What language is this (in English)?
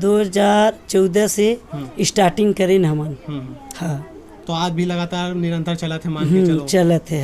Chhattisgarhi